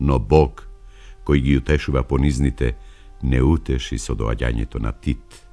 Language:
Macedonian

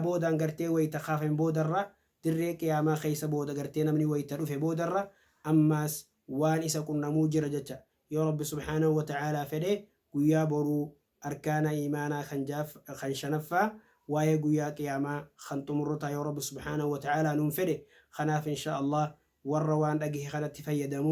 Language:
Oromo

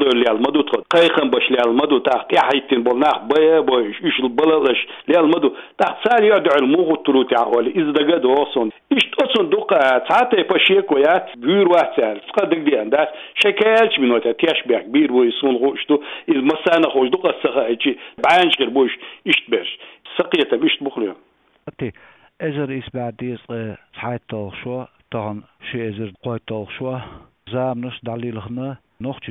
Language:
Chechen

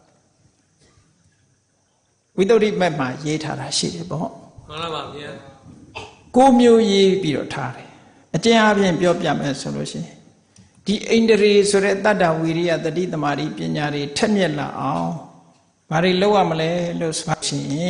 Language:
Burmese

